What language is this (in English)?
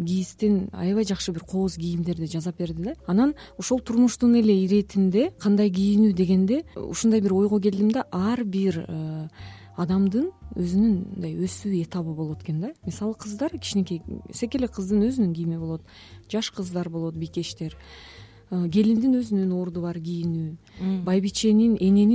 Kyrgyz